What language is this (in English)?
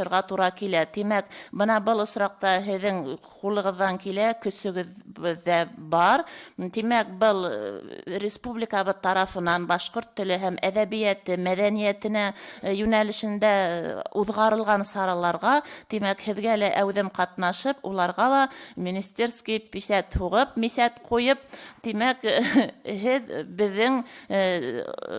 Bashkir